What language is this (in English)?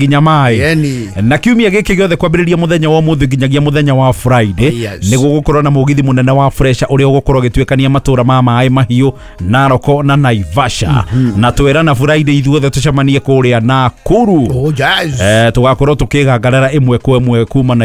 Kikuyu